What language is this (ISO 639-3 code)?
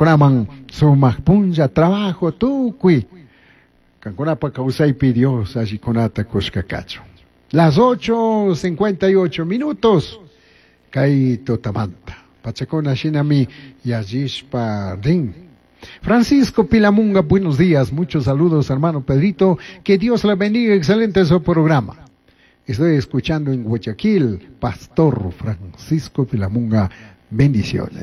qug